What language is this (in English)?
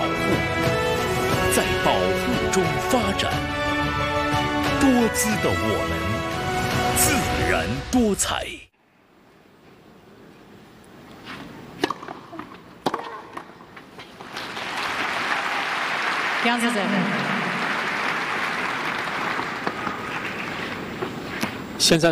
Chinese